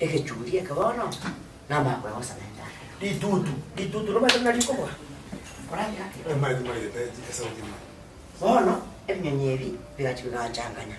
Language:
Gusii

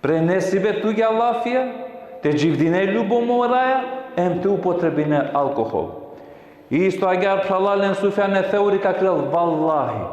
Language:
Balkan Romani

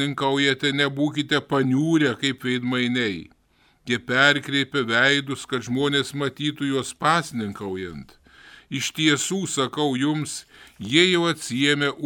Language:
Lithuanian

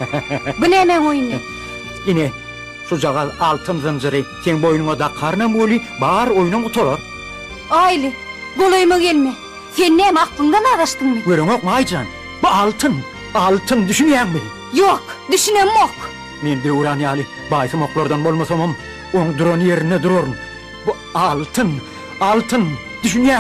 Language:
Turkmen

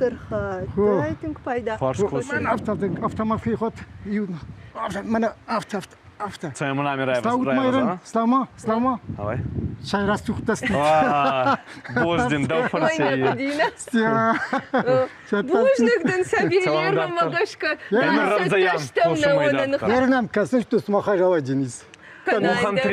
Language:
Ossetic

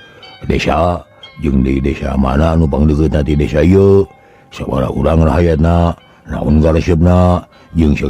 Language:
Sundanese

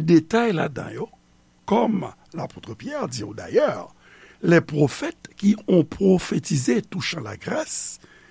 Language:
Haitian Creole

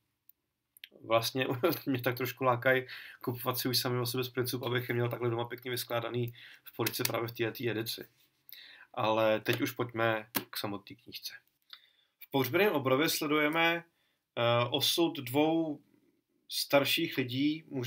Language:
Czech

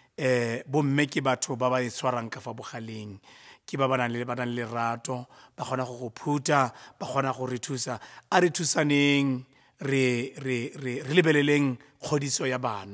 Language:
Tswana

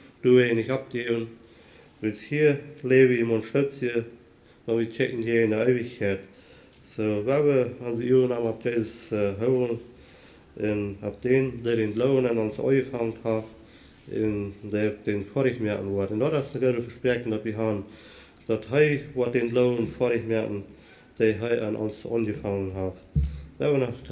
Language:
Plautdietsch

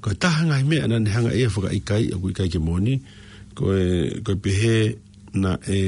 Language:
Tongan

